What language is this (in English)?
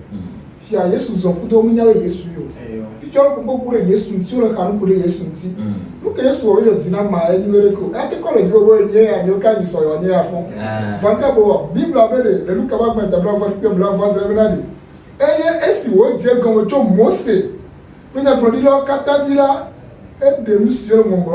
Ewe